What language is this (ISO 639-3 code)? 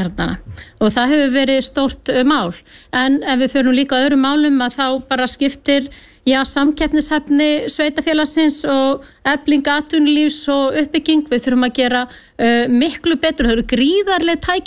isl